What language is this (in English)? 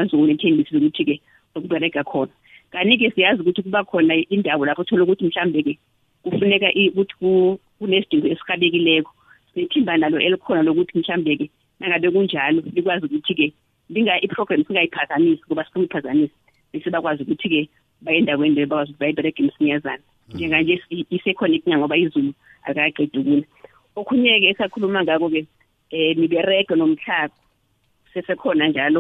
South Ndebele